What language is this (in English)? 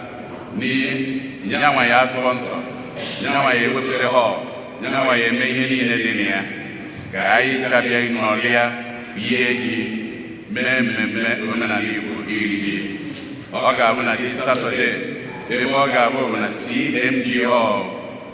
Igbo